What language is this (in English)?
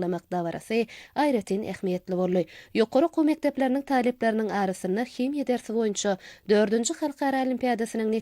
Turkmen